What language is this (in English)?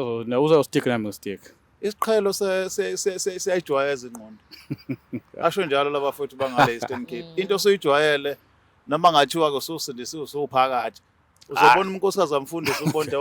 Zulu